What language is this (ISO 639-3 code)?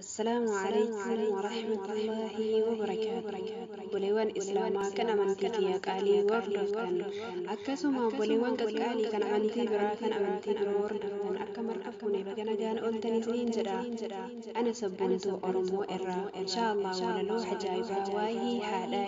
orm